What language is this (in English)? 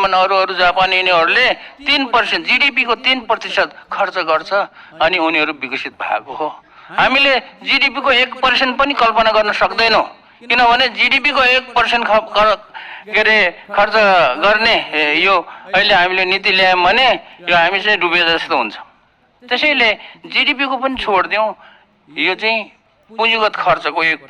Nepali